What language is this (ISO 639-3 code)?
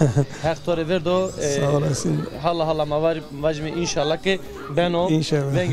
zza